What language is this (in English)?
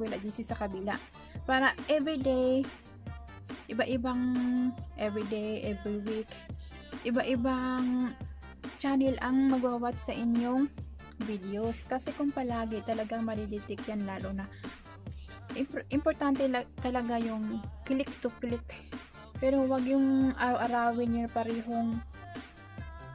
Filipino